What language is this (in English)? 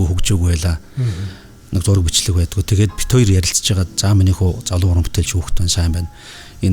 Mongolian